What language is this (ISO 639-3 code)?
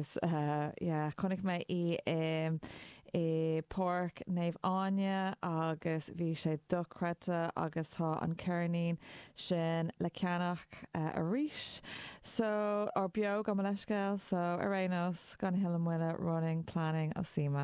gle